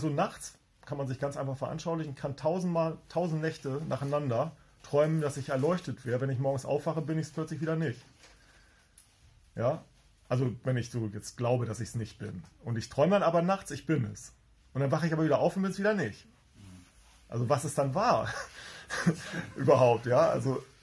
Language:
German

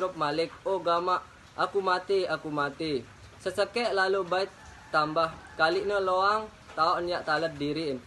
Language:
Sasak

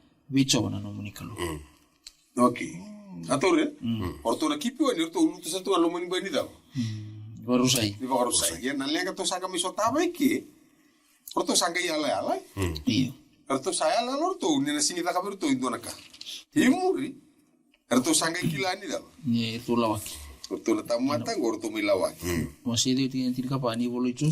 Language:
Fijian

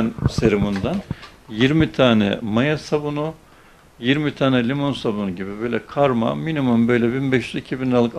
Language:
Turkish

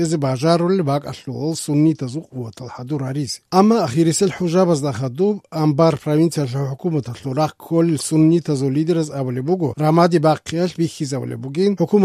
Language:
Avaric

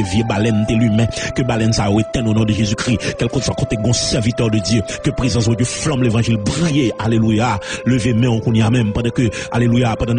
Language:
Haitian Creole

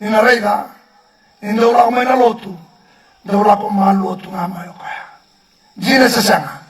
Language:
Fijian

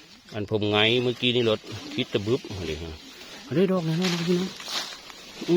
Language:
Northeastern Thai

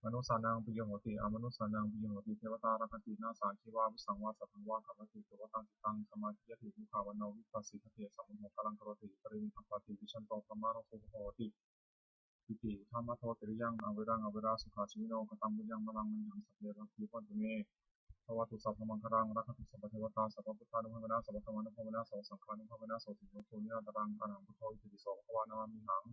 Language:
Pali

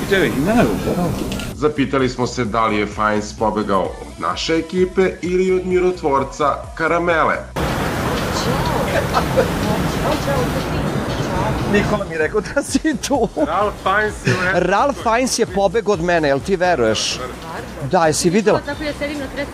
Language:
Serbian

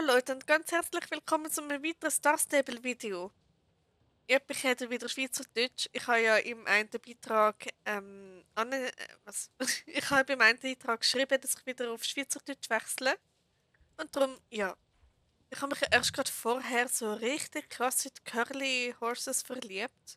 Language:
Swiss German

